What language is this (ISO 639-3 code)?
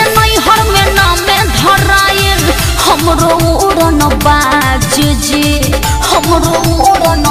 bho